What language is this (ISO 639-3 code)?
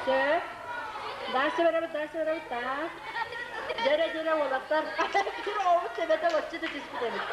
sah